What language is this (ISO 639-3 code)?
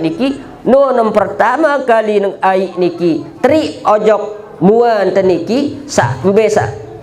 sas